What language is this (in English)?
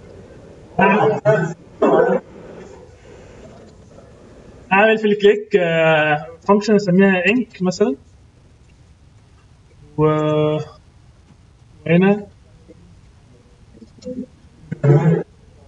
Egyptian Arabic